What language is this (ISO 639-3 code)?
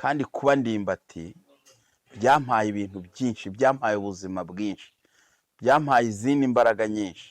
kin